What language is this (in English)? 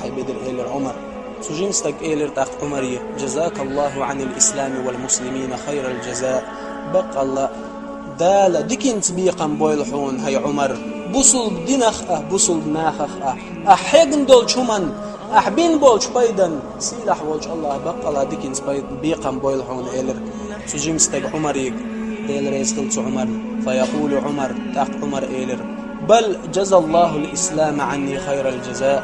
Chechen